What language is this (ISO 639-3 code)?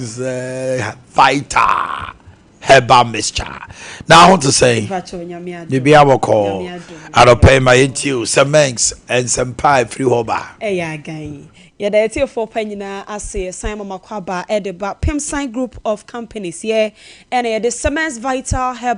aka